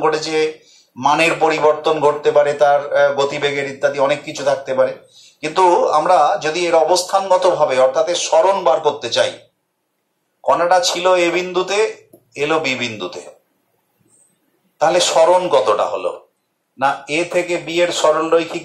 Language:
Bangla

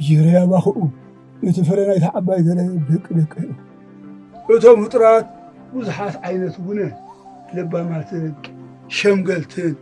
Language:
Tigrinya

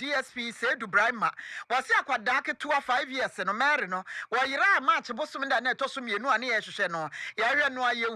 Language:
Akan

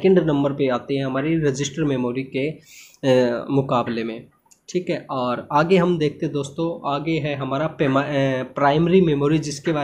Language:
Hindi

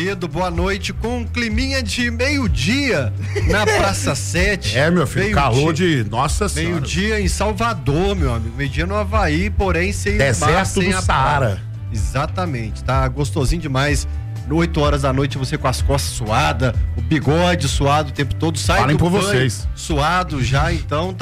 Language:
Portuguese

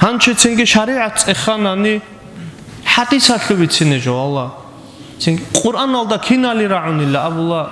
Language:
Avaric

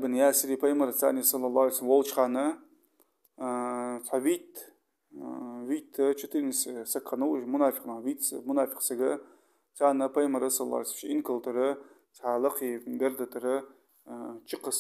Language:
Ingush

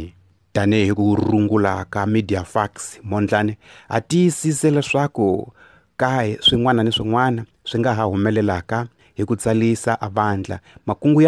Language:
Tsonga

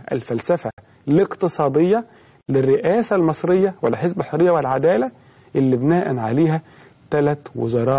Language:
Egyptian Arabic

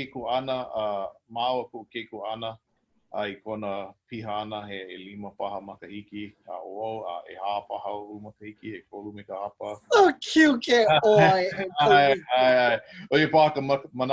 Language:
Hawaiian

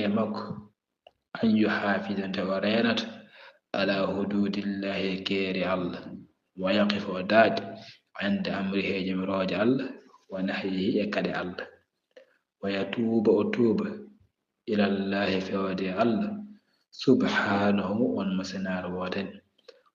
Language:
Fula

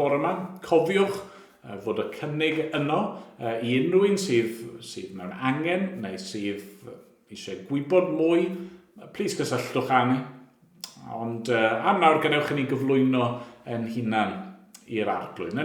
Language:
Welsh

